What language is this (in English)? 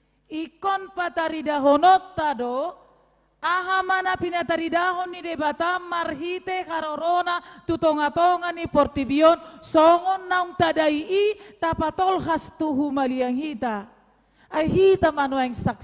Batak Toba